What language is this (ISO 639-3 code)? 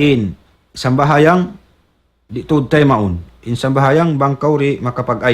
tsg